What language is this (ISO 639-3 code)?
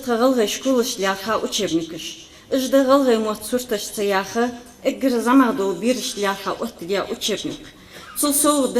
inh